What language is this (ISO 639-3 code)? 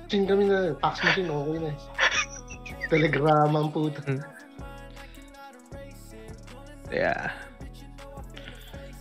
fil